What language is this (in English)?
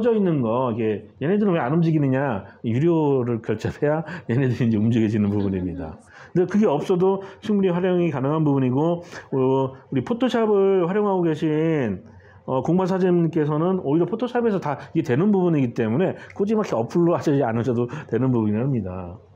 Korean